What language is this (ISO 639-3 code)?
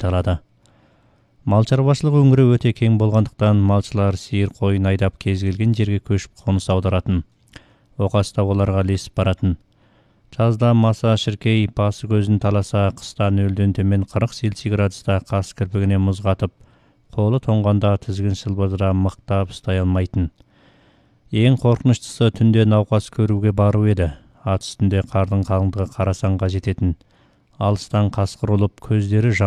kaz